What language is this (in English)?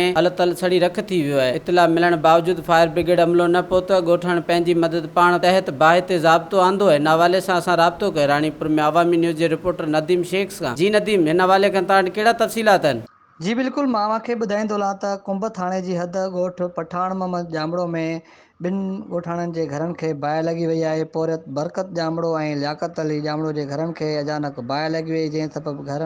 Sindhi